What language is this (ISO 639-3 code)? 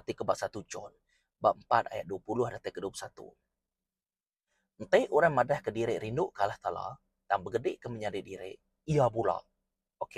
iba